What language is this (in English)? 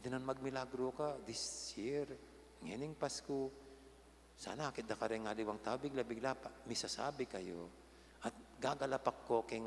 Pampanga